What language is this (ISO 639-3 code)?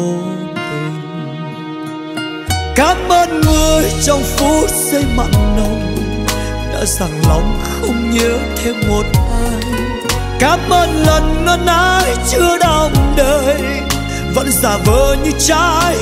vie